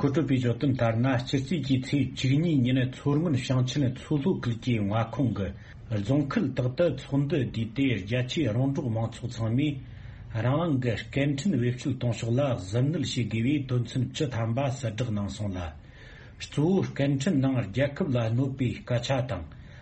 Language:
Tibetan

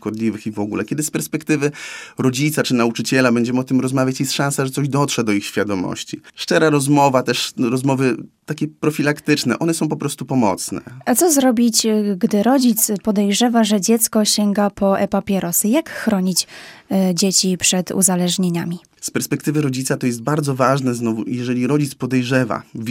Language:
Polish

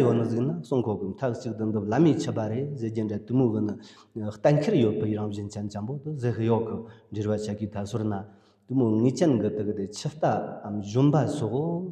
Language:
Tibetan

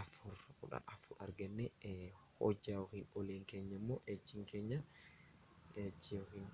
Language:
Oromo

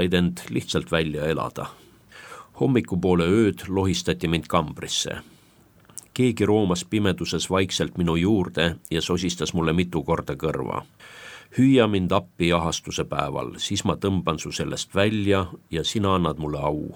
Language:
Estonian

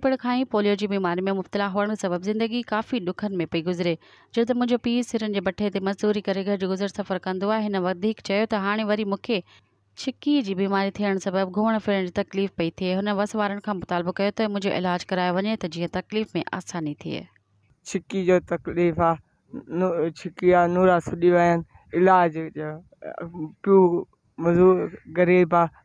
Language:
Sindhi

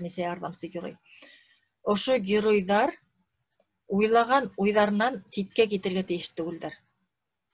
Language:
Bashkir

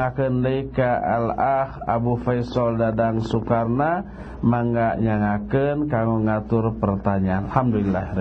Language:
Sundanese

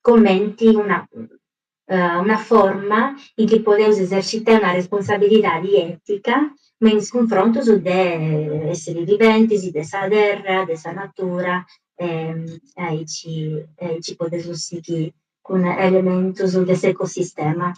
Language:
Sardinian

